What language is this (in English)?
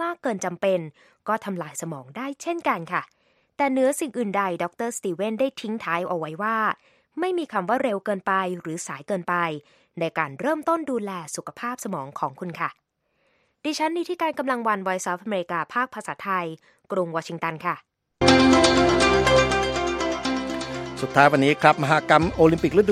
Thai